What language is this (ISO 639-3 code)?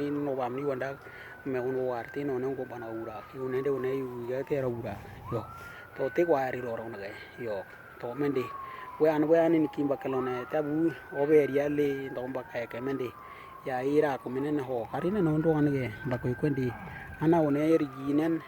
dnw